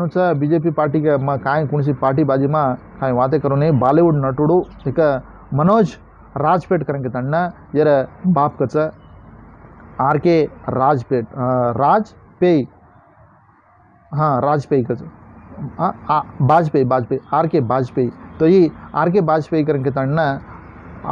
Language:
Lambadi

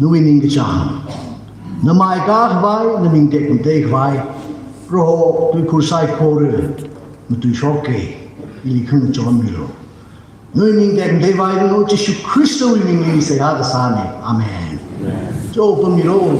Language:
Tangkhul Naga (India)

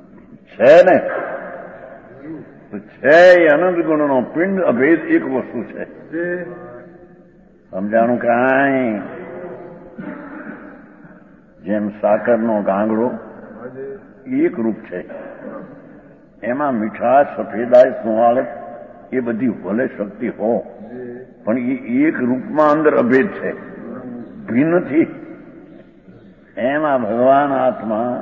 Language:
Gujarati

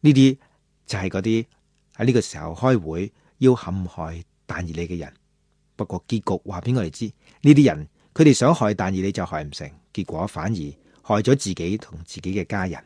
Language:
Cantonese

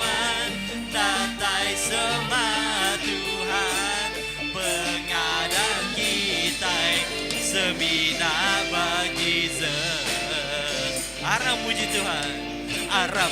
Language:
Iban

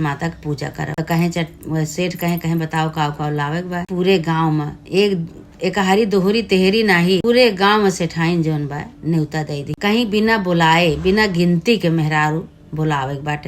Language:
Awadhi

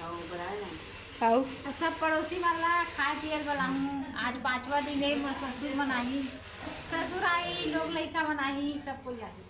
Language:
Chhattisgarhi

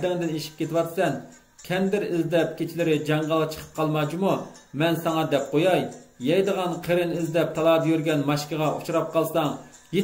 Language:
Uyghur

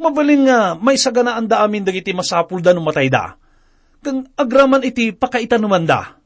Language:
Iloko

